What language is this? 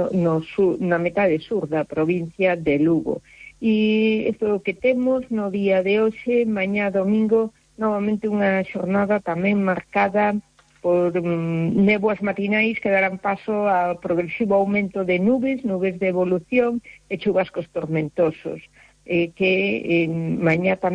Galician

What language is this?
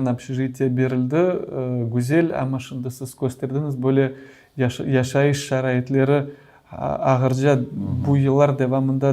Crimean Tatar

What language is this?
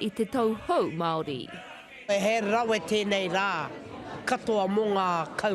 Māori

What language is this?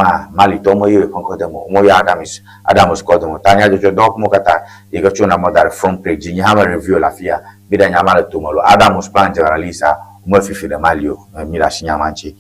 Ewe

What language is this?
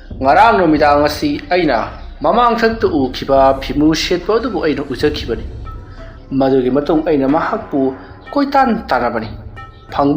Manipuri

